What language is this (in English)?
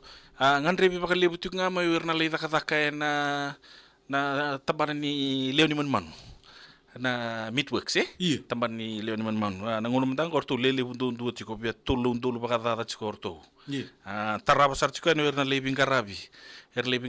Fijian